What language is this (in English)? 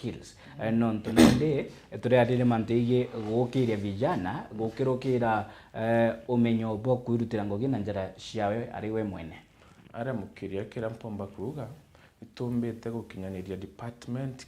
Meru